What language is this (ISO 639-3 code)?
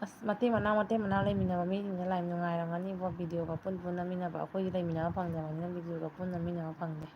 mni